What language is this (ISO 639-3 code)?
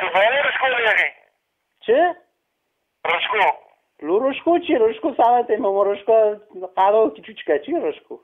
kur